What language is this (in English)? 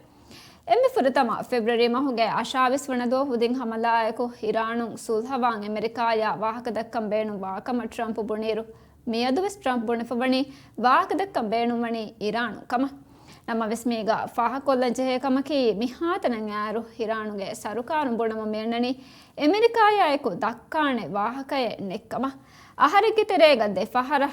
Divehi